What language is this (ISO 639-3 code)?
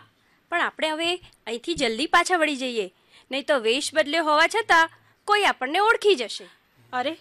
guj